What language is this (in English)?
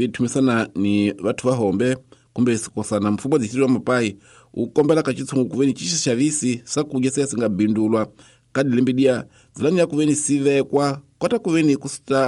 Tsonga